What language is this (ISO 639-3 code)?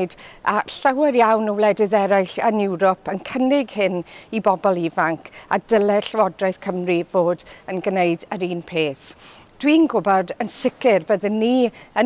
cym